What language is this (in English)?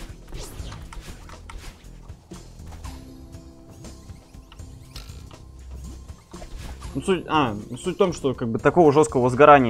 Russian